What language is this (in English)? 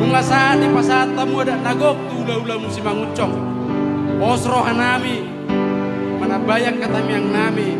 Batak Toba